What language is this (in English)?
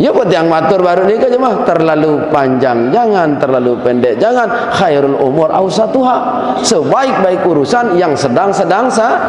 Sasak